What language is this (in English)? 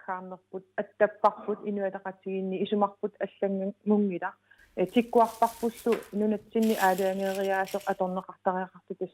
Kalaallisut